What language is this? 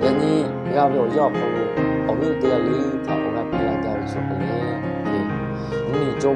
Lahu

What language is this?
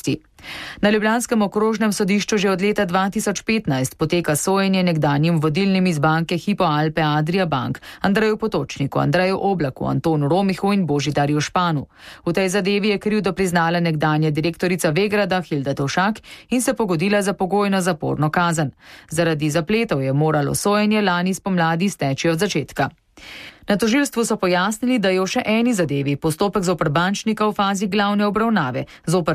Slovenian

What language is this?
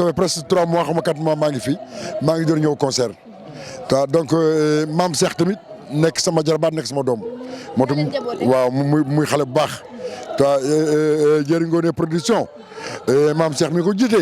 Wolof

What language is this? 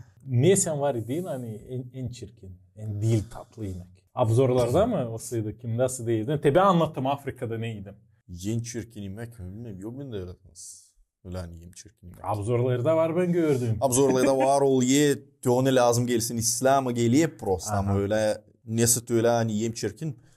Gagauz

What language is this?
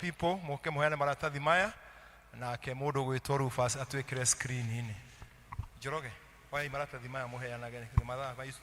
Kikuyu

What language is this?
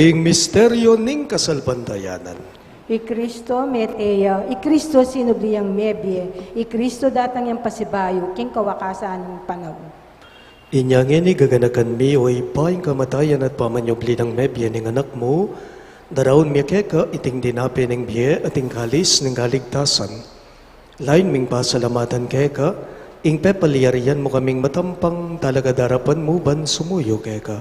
Pampanga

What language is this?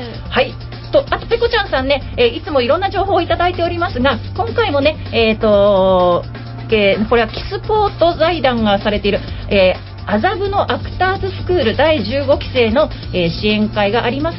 Japanese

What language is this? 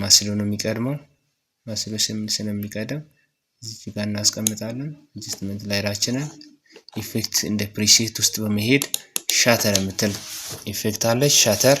Amharic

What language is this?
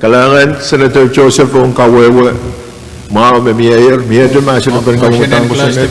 Pohnpeian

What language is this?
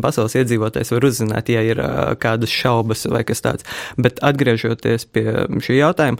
Latvian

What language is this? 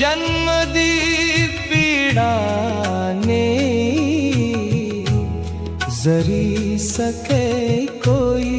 Dogri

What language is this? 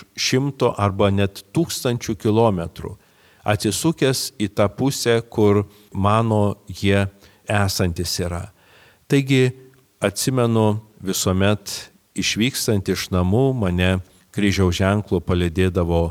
Lithuanian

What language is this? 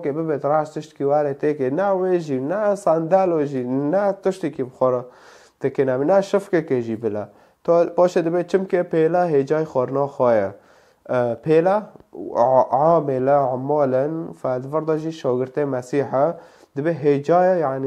Kurdish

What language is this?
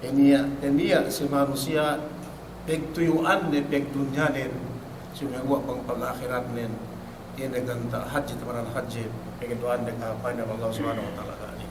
Yakan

